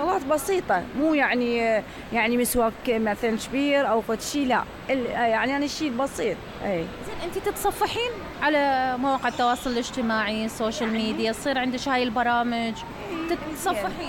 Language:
Mesopotamian Arabic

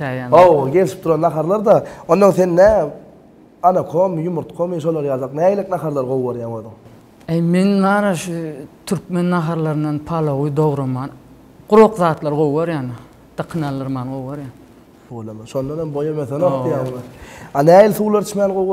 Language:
Turkmen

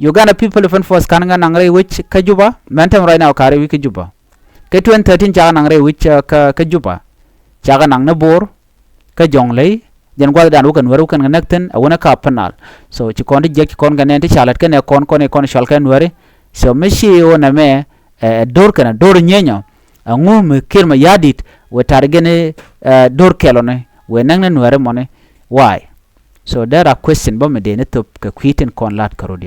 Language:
Nuer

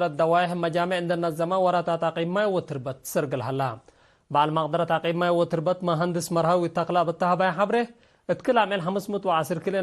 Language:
Tigre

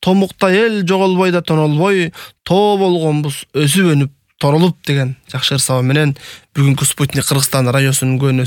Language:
Kyrgyz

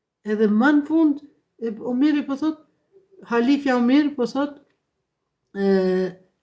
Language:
Albanian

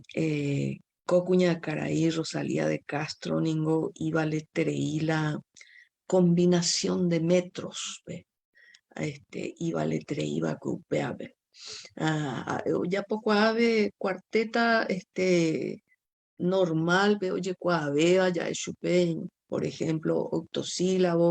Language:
Guarani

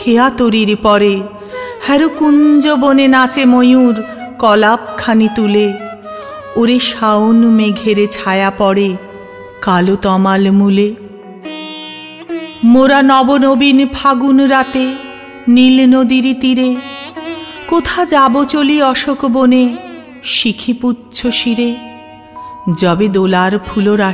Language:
Bangla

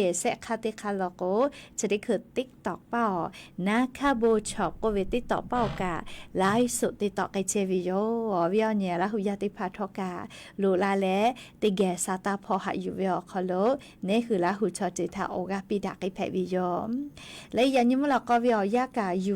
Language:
Lahu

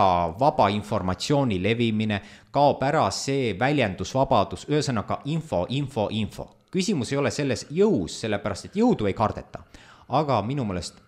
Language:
Estonian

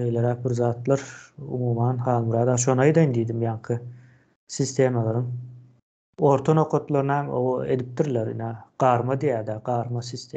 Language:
Turkmen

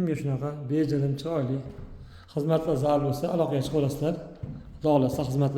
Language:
Uzbek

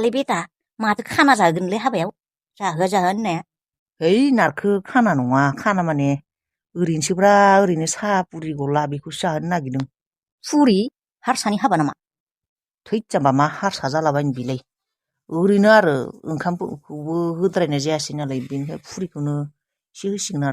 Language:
Bodo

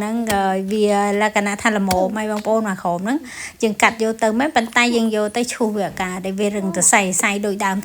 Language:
Khmer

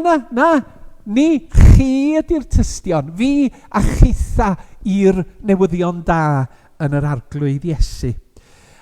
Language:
Welsh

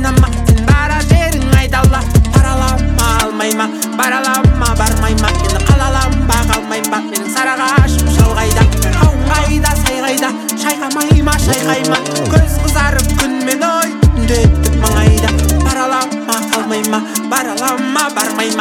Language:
Kazakh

